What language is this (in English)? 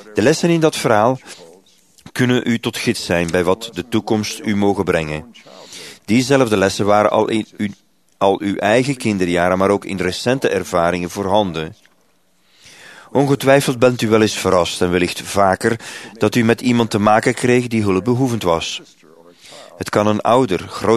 Dutch